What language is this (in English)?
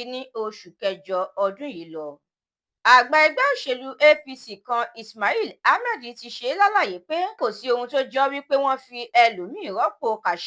Yoruba